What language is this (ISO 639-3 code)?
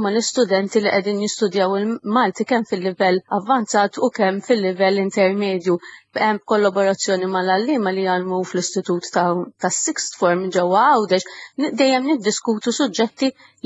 mlt